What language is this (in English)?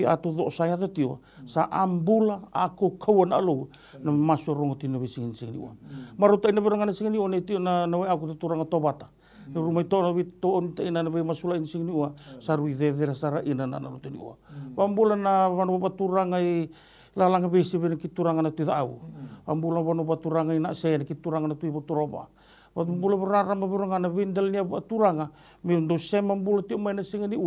Fijian